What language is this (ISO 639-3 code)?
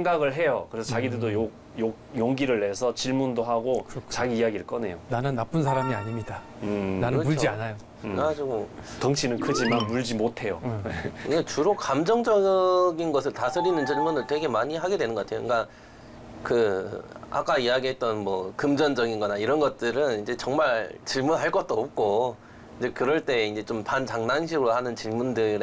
kor